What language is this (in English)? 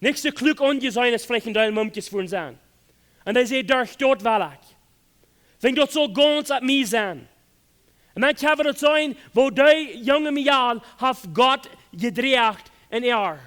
Plautdietsch